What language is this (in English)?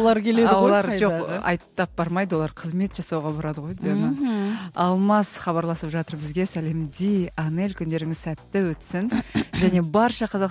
Kazakh